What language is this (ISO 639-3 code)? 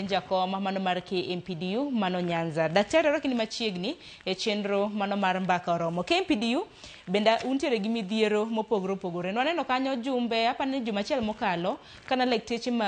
luo